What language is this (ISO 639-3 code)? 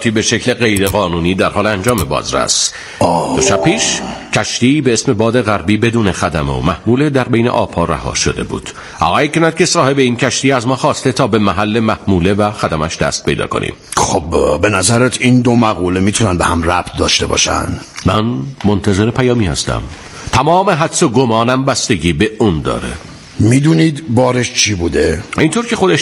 fas